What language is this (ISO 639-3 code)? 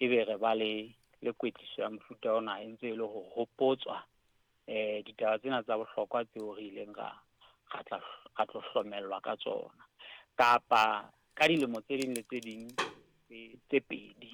sot